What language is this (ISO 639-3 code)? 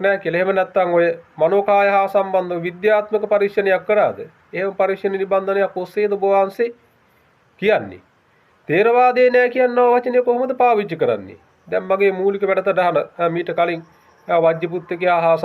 sin